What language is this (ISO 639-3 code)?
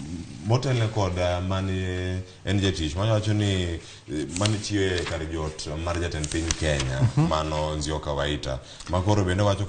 luo